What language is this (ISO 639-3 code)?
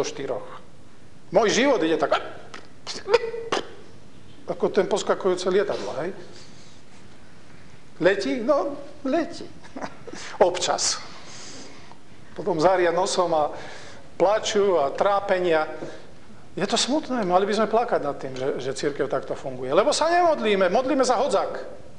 slk